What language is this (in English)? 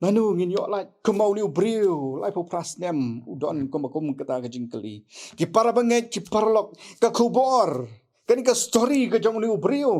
Khasi